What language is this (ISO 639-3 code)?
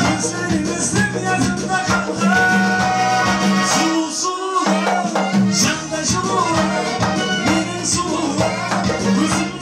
kaa